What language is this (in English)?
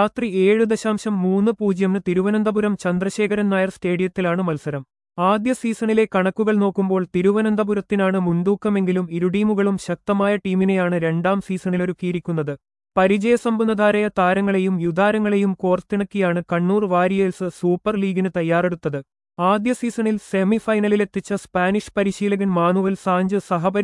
Malayalam